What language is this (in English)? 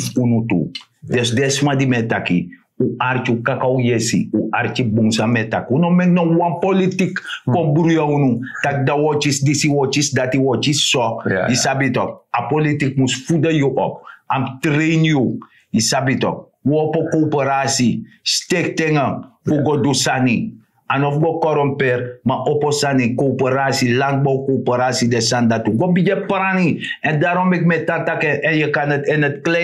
Sranan Tongo